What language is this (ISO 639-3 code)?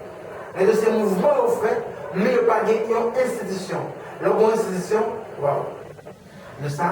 hat